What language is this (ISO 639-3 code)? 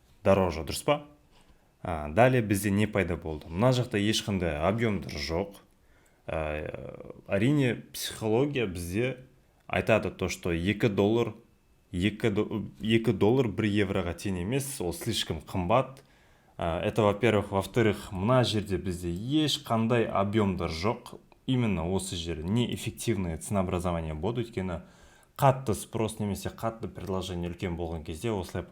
kaz